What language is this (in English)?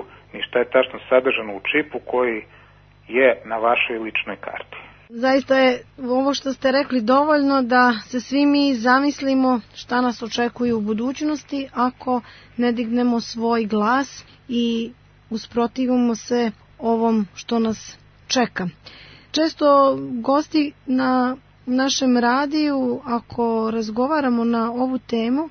Serbian